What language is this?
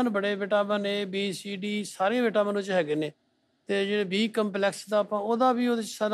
Punjabi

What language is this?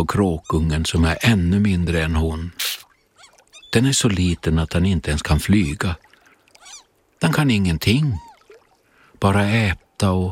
Swedish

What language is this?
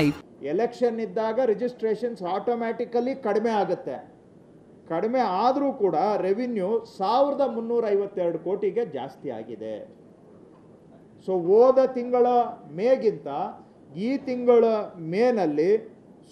Kannada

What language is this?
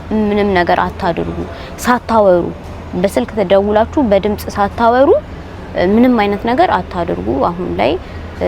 Amharic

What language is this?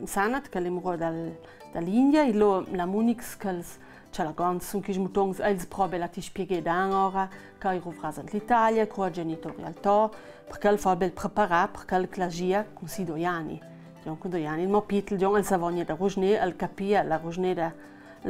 Ladin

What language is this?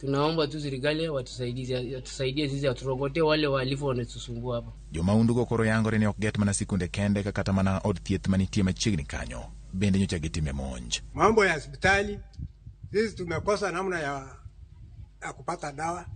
Luo (Kenya and Tanzania)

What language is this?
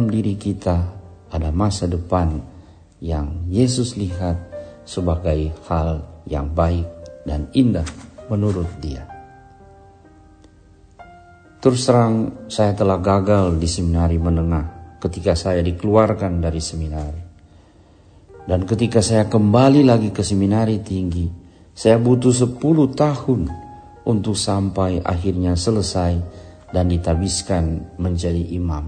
Indonesian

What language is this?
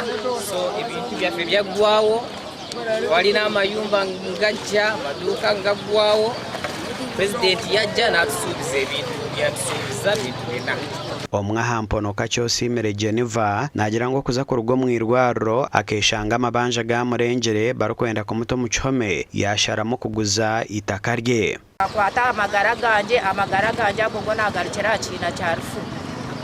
Nyankole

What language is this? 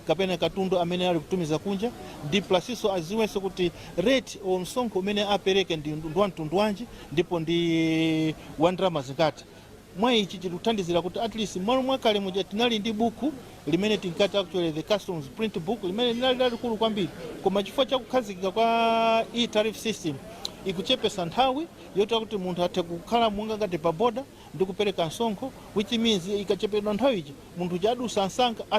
Nyanja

